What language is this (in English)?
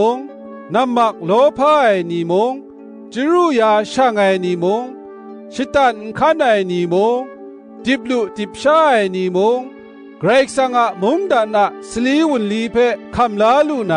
Kachin